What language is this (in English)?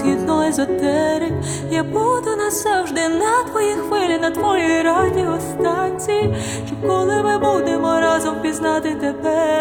Ukrainian